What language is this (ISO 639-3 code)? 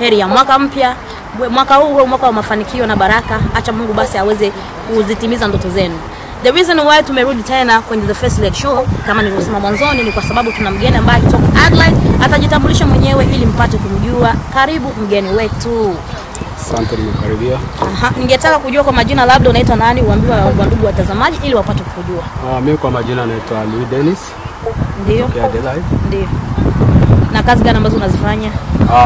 swa